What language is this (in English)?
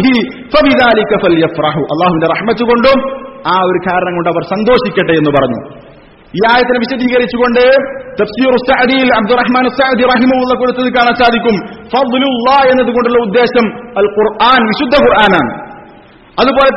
Malayalam